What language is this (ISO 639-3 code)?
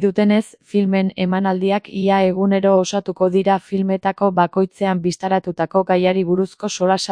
eus